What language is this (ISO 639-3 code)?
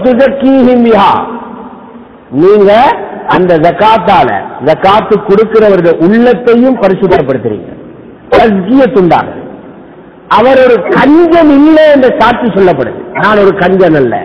tam